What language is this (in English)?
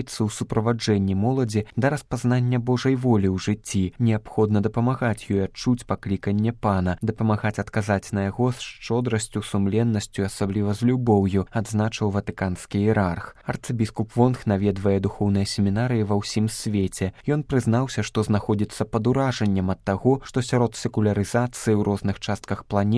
Belarusian